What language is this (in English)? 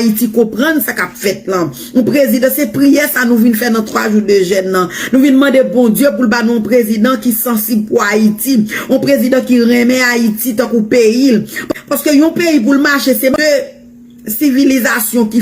Haitian Creole